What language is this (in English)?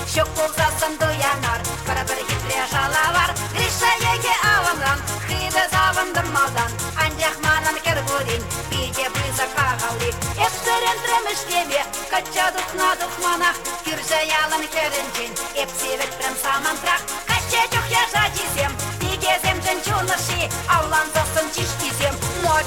Chuvash